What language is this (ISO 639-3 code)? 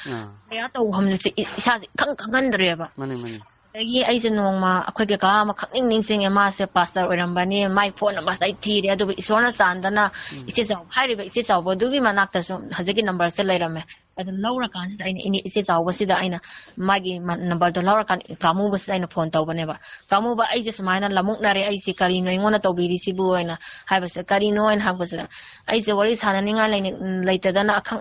mni